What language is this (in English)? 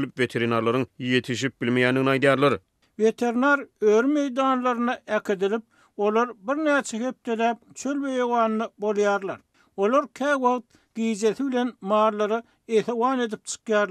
Turkmen